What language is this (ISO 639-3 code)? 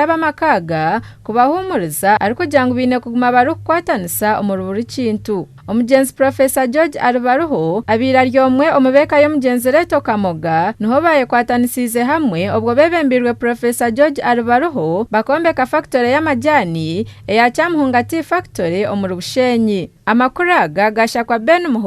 nyn